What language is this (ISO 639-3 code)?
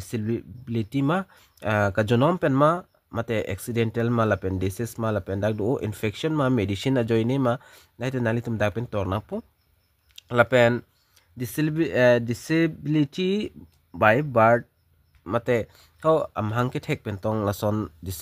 mjw